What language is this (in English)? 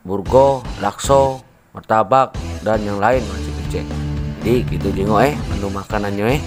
Musi